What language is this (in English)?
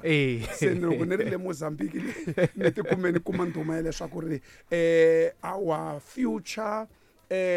Tsonga